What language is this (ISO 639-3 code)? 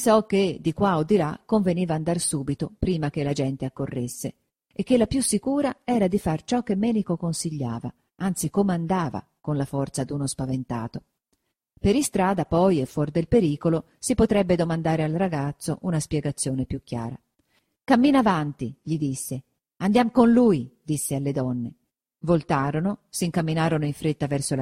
ita